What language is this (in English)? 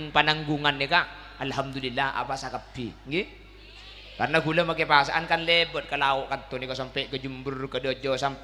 Madurese